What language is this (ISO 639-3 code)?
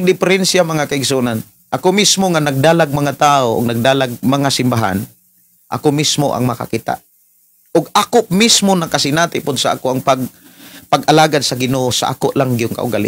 ceb